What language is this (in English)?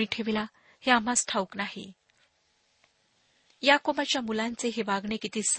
Marathi